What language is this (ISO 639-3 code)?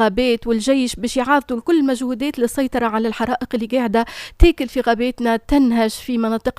aeb